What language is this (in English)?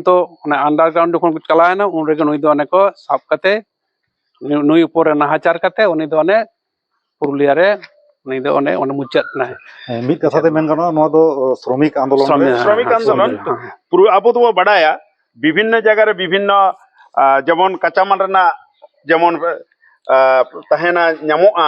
Santali